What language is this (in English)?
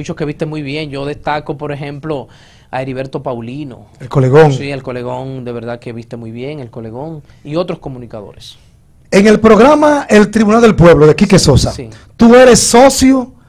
Spanish